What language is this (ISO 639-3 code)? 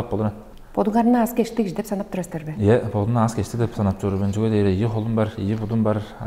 tyv